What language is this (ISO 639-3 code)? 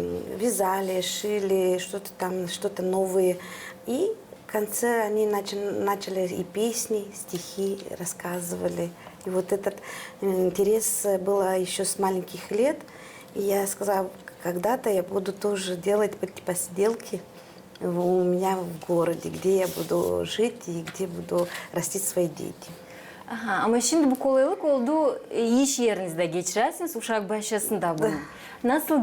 gag